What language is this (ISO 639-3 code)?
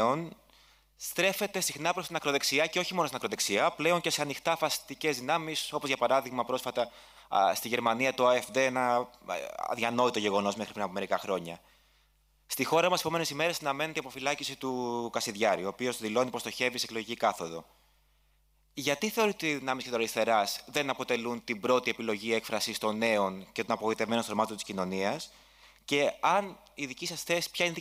ell